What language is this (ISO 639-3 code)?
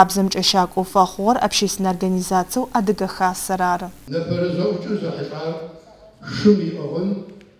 ady